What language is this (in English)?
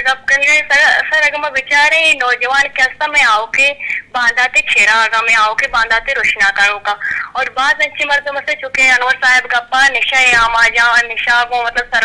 Eastern Balochi